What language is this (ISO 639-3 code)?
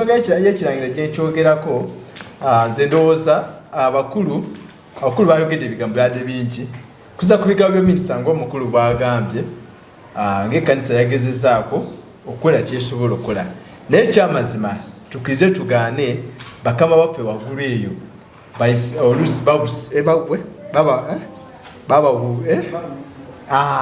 lug